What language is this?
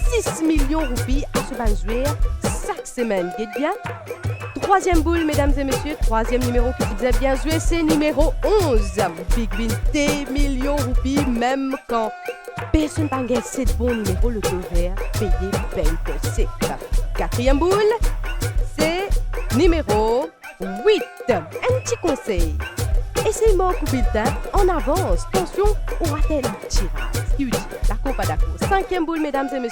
Morisyen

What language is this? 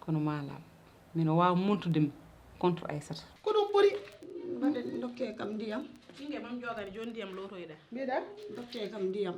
Fula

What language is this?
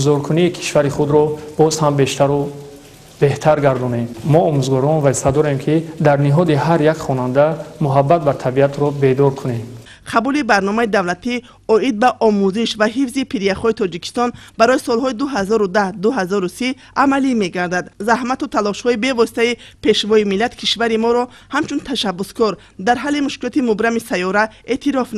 Tajik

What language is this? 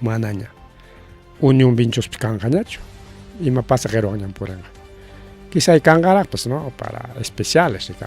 Ayacucho Quechua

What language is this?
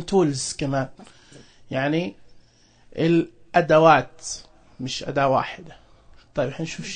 Najdi Arabic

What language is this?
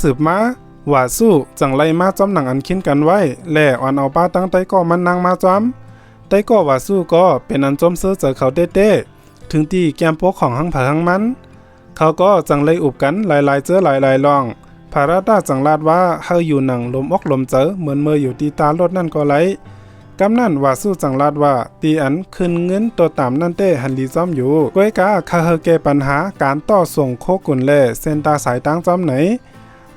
Shan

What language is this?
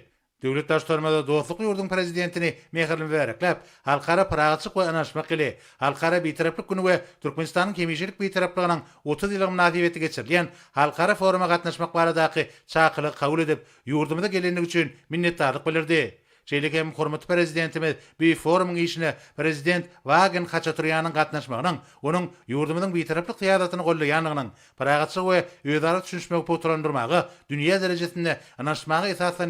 Turkmen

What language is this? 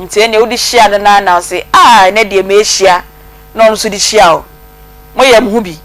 Akan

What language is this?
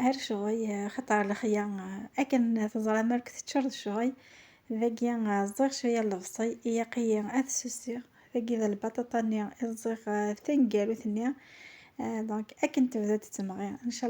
Kabyle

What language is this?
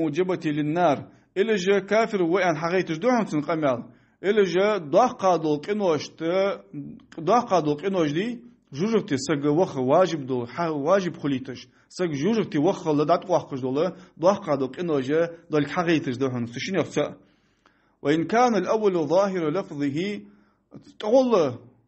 Ingush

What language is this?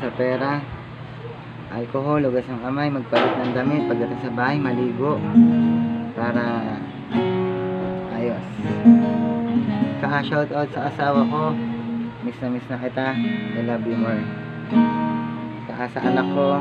Filipino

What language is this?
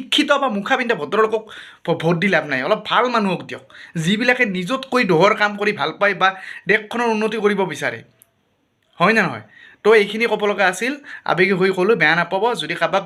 Assamese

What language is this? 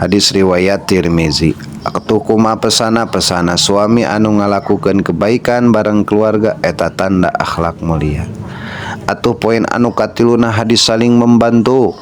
Sundanese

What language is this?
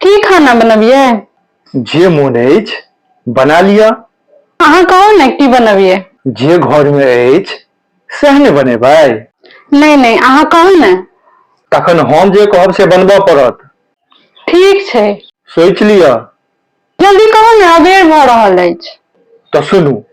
Maithili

